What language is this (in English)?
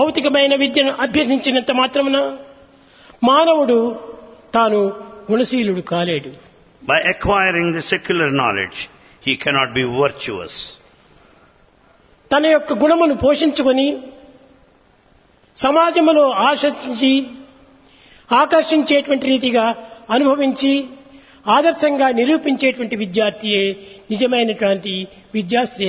Telugu